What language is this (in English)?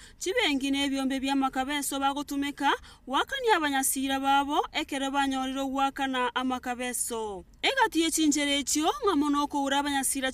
Gusii